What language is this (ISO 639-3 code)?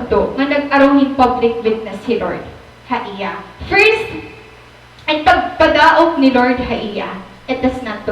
war